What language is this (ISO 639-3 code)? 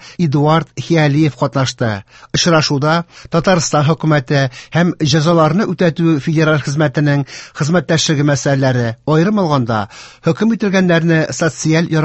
tat